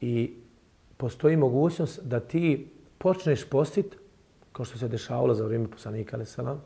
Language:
Bosnian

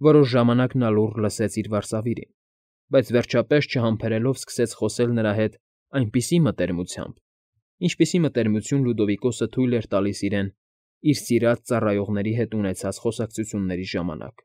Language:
Armenian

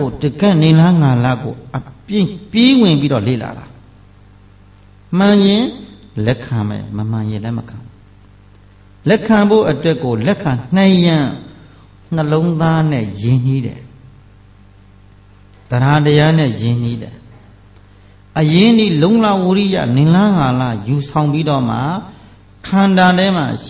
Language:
Burmese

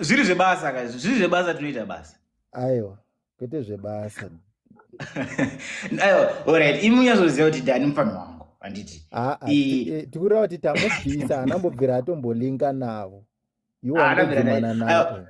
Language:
Shona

